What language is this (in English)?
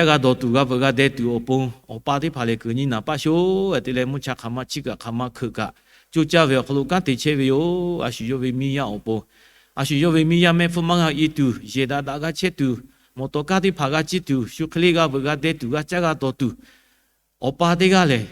Lahu